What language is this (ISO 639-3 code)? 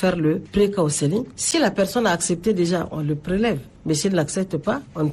fra